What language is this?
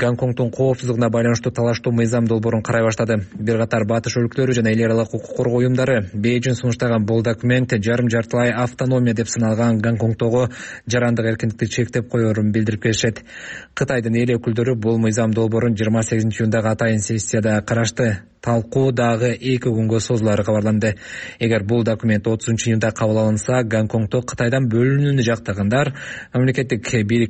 Kyrgyz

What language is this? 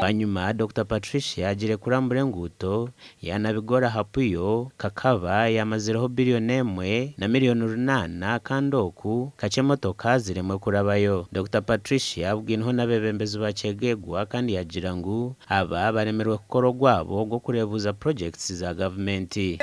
Nyankole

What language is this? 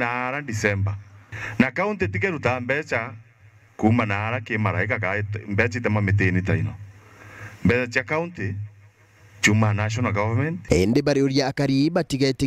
Meru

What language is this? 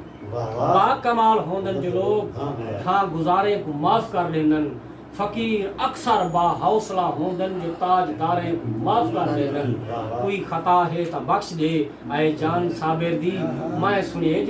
Saraiki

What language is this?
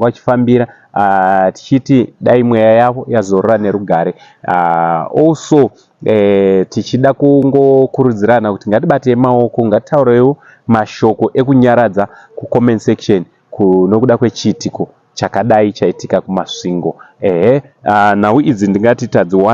Shona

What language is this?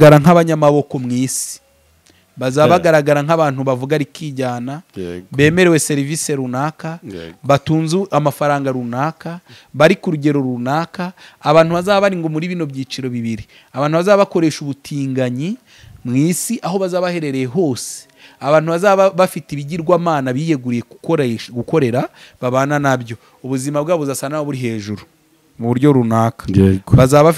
Kinyarwanda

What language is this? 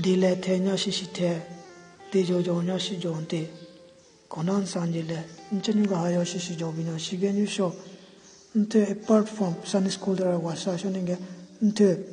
Southern Rengma Naga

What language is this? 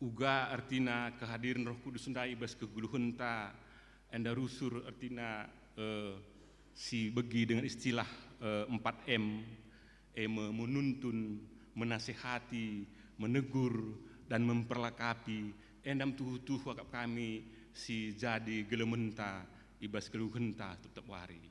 Batak Karo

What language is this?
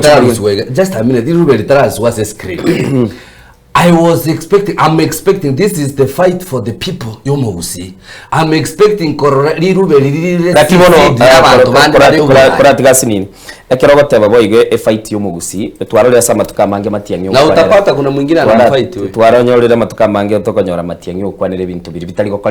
Gusii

